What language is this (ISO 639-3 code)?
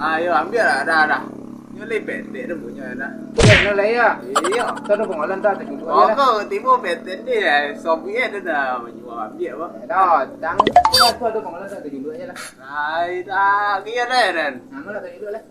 min